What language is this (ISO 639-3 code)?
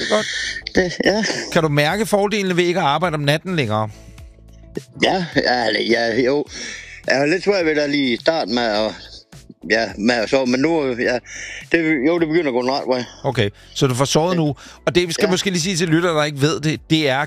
dan